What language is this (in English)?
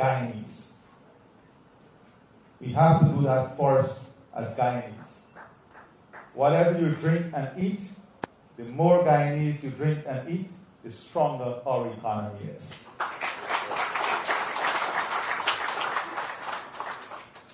English